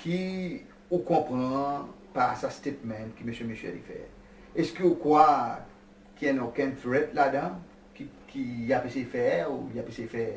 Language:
Seselwa Creole French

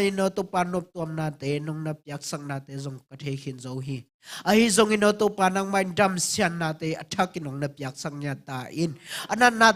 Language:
Tedim Chin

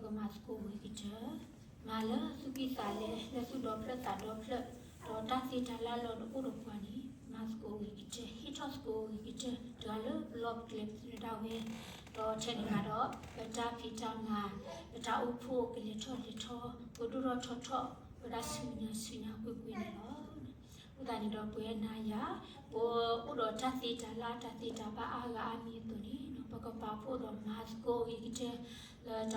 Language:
S'gaw Karen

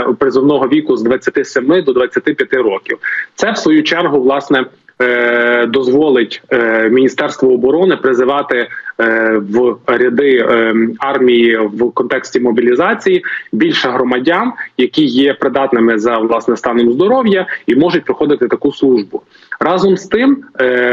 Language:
Ukrainian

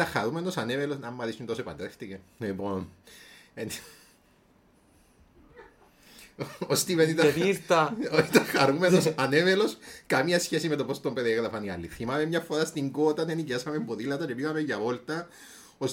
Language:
Greek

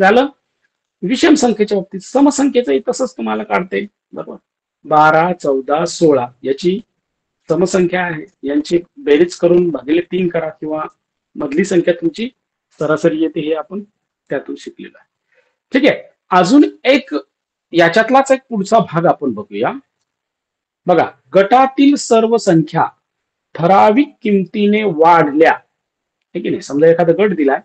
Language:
Marathi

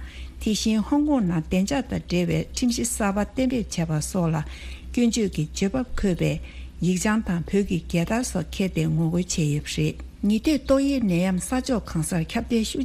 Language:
Tibetan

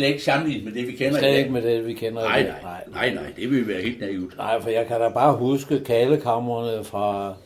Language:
Danish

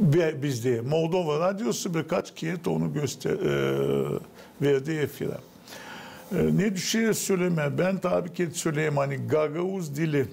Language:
Gagauz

